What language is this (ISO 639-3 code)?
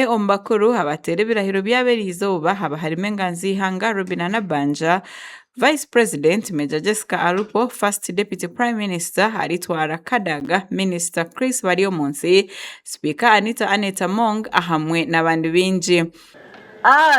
nyn